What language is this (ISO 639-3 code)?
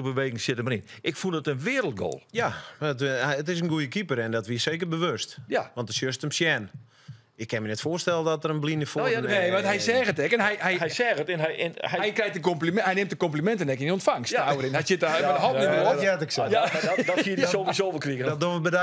fry